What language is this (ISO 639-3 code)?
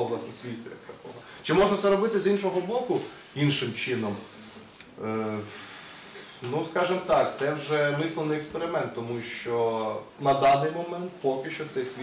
ukr